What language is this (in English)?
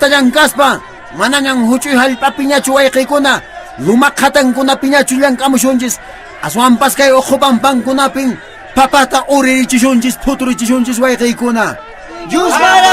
Quechua